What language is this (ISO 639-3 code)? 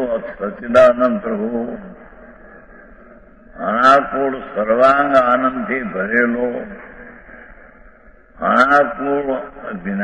guj